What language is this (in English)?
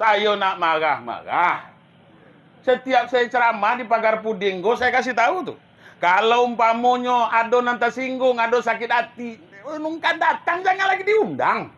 Minangkabau